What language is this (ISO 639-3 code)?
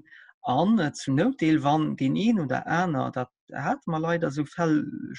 ltz